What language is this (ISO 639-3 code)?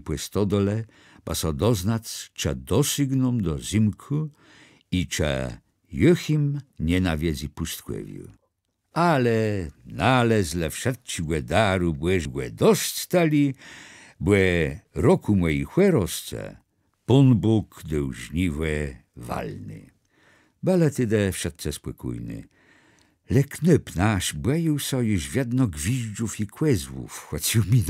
csb